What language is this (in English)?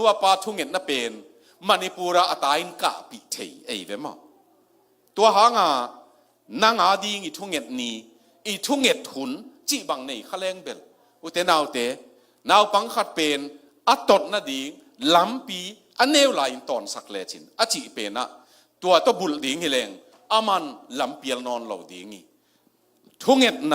Tedim Chin